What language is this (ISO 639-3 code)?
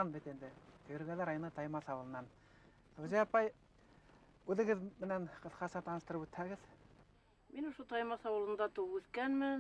bak